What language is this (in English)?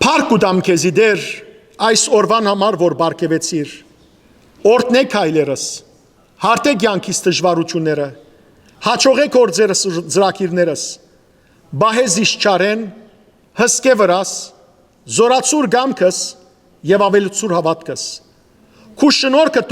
Western Armenian